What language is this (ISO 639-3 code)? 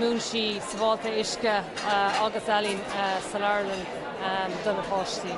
gle